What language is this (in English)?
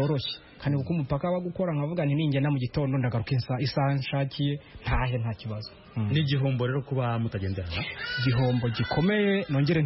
Kinyarwanda